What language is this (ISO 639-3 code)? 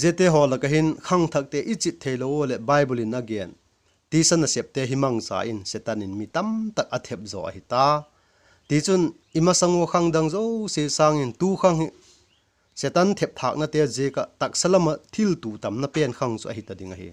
vap